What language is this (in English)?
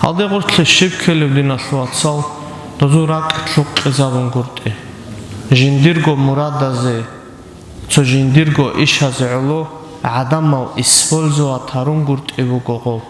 Avaric